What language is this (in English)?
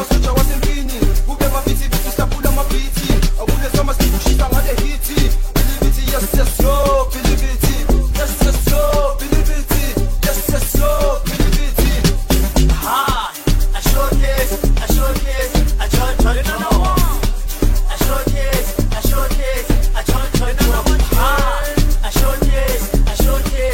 Zulu